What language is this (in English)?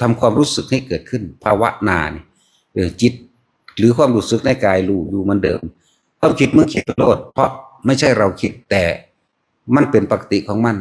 Northeastern Thai